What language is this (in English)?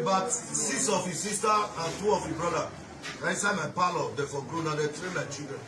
Nigerian Pidgin